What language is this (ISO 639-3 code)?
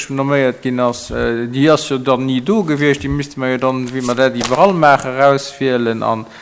ltz